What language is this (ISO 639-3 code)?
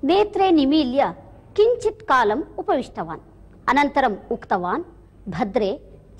san